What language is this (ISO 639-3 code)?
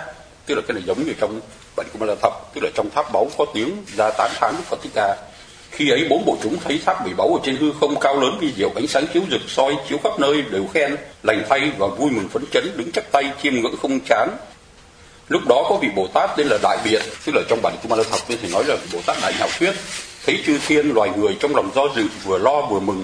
vie